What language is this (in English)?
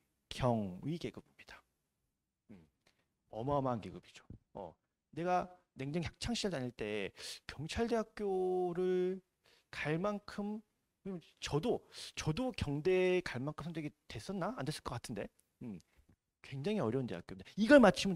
Korean